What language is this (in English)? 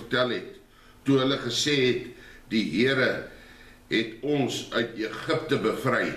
Afrikaans